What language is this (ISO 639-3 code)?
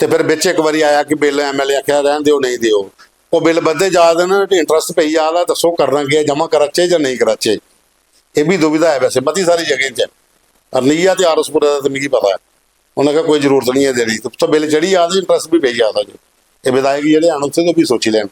doi